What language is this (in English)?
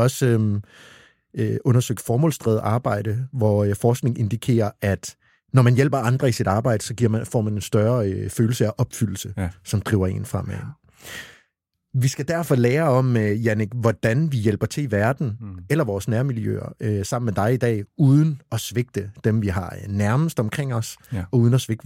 Danish